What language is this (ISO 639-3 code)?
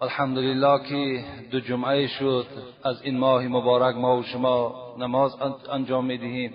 tgk